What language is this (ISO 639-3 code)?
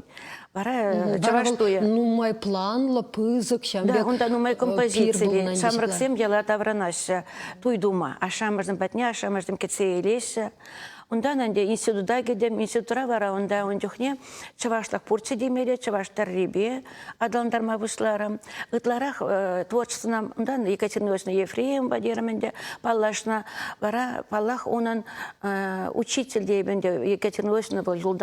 chv